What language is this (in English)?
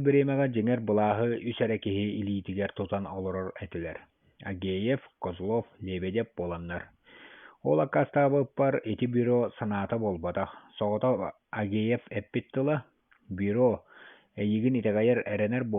Yakut